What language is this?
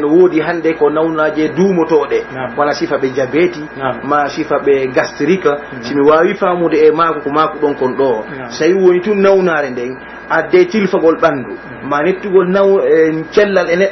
Pular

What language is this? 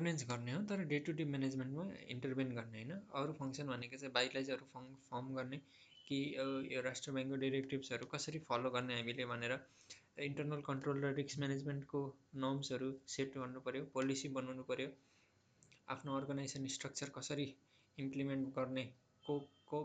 Nepali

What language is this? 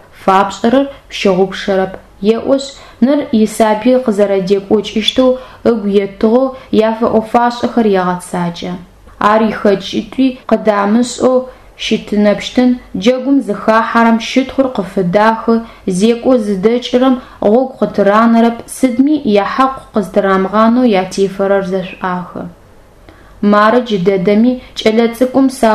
Adyghe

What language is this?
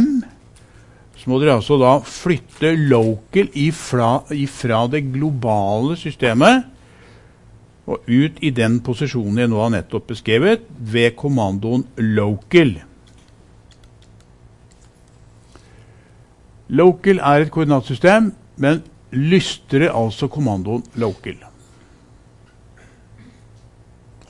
Norwegian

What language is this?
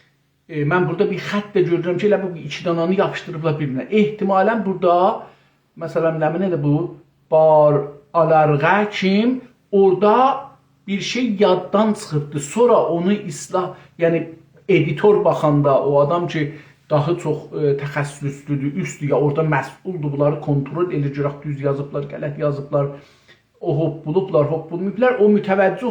South Azerbaijani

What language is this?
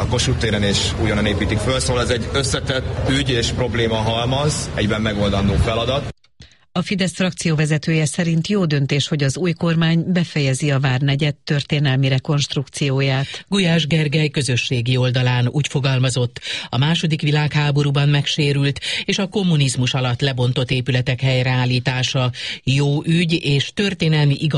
Hungarian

